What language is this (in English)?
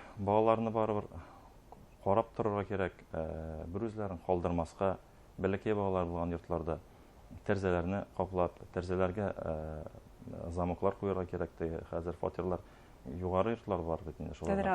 Bashkir